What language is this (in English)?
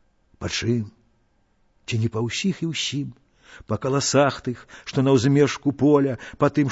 Belarusian